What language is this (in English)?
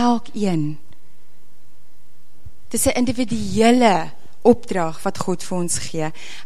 Afrikaans